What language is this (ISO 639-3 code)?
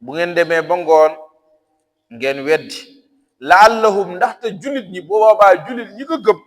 wol